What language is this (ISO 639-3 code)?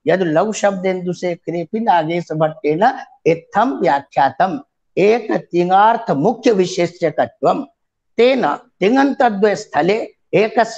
san